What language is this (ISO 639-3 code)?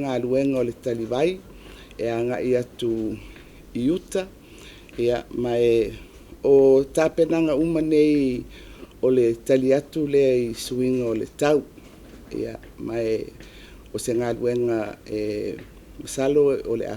smo